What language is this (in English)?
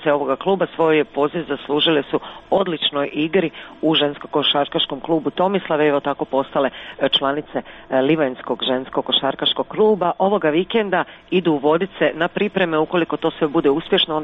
Croatian